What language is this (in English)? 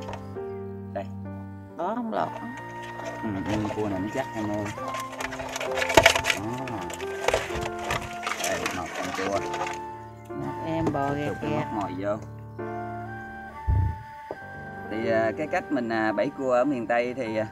Vietnamese